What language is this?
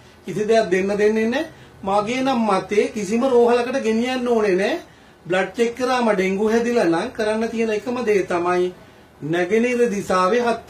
Sinhala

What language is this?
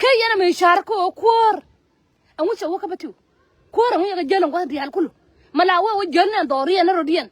Nuer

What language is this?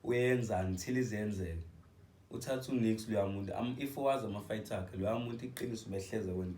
Zulu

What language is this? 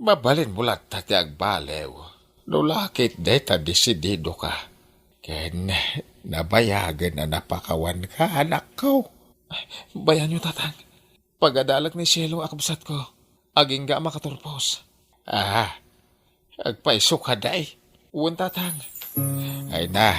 Iloko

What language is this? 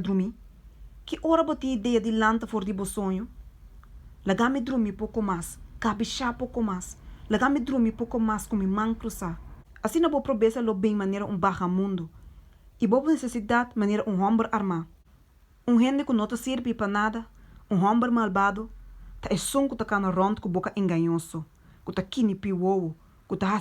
Papiamento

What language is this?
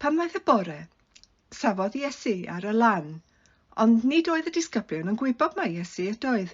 Welsh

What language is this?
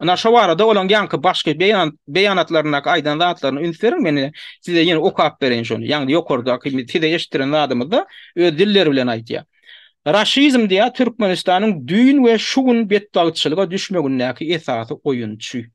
Turkmen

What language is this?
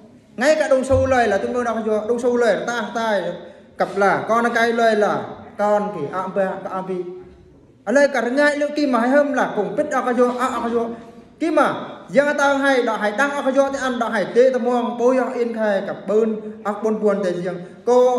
Eastern Bru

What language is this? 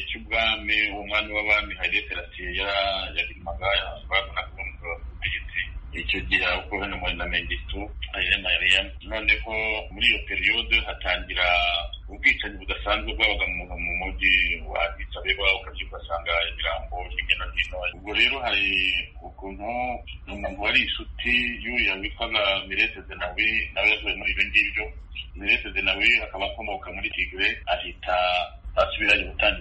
Kinyarwanda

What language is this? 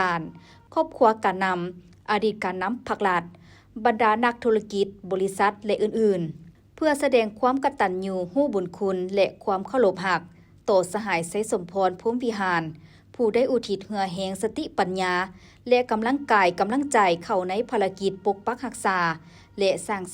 Lao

